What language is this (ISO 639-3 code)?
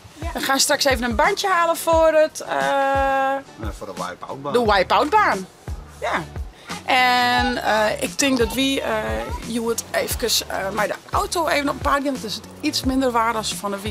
fry